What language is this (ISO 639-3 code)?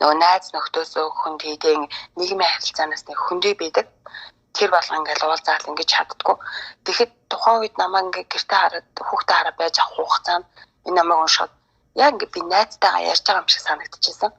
mon